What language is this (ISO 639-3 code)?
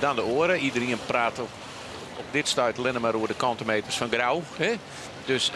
fry